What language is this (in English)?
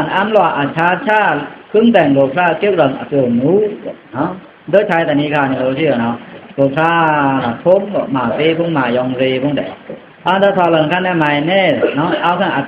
Pa'o Karen